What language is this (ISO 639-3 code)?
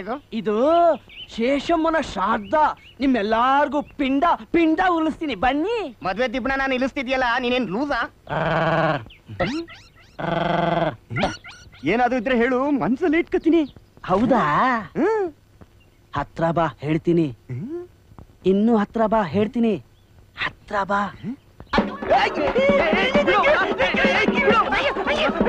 kan